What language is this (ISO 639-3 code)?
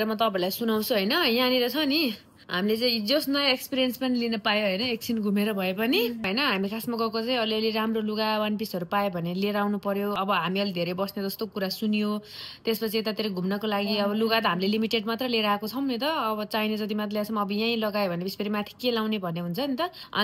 nep